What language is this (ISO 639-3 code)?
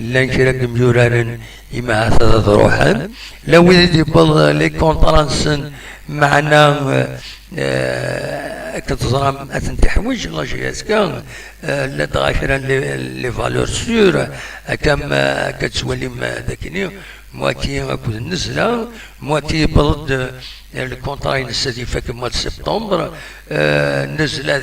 kab